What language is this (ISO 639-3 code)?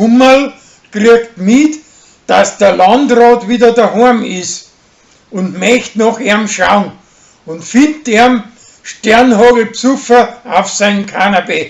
bar